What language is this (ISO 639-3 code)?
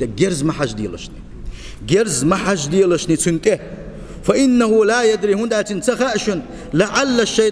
che